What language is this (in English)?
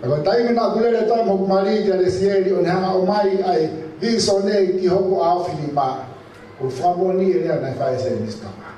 Tongan